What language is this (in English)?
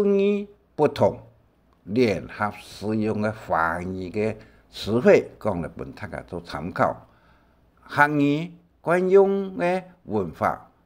Hakka Chinese